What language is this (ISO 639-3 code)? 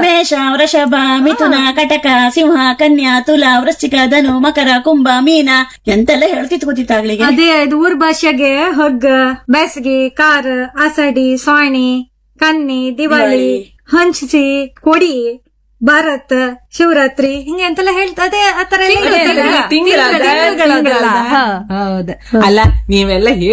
kan